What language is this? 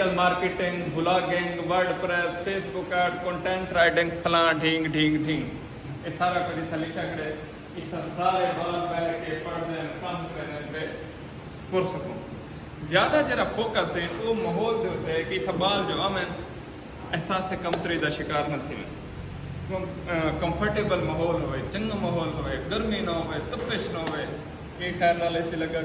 Saraiki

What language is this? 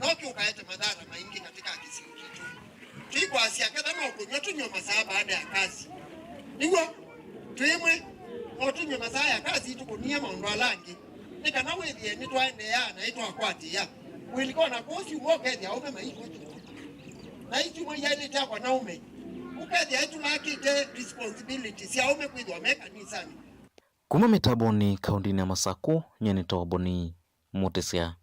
Kamba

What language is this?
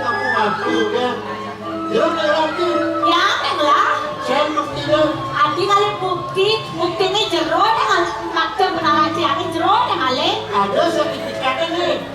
Balinese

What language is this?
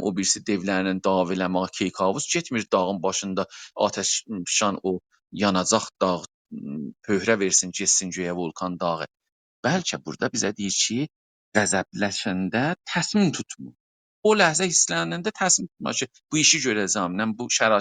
South Azerbaijani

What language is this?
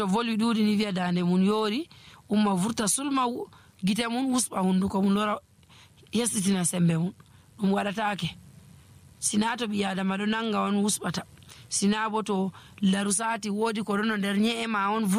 Nigerian Fulfulde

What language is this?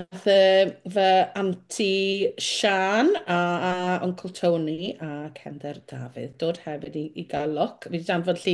Welsh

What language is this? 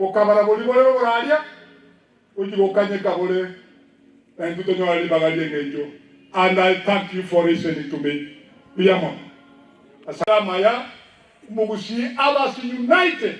Gusii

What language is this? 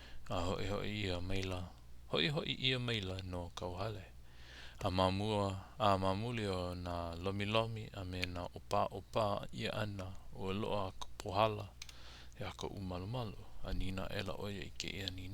Hawaiian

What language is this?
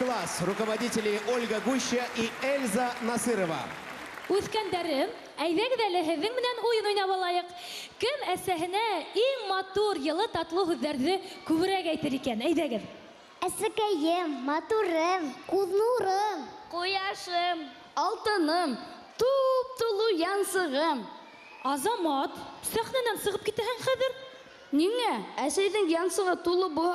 Bashkir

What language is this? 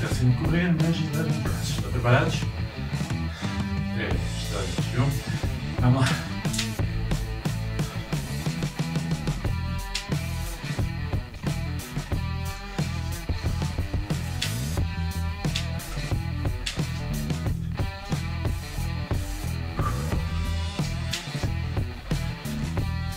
Portuguese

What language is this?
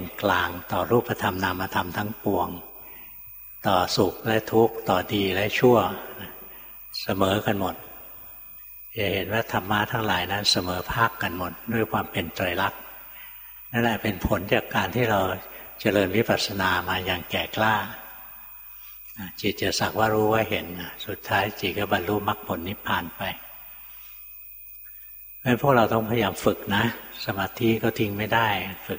Thai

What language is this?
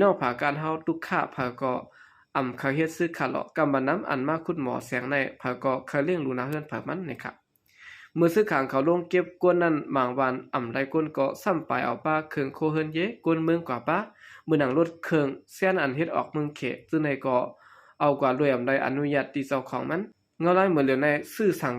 Shan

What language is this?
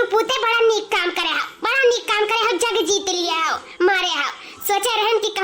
Awadhi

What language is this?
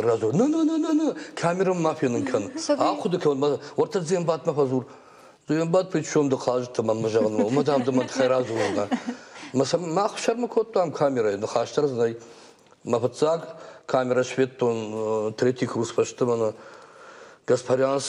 Ossetic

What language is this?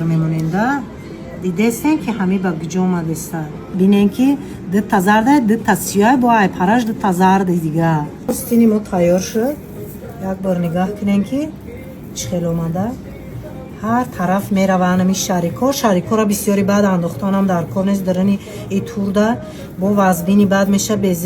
Tajik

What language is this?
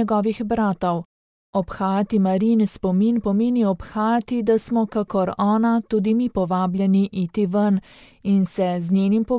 Slovenian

